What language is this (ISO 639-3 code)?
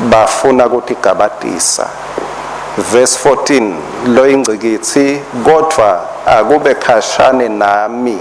ssw